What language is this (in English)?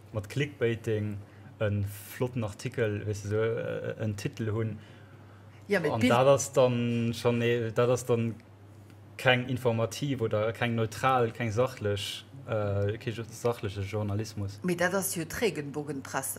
Luxembourgish